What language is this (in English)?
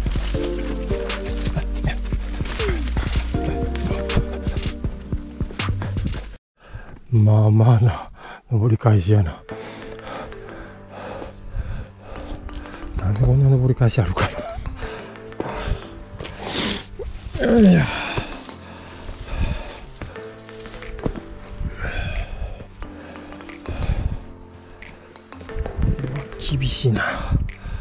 Japanese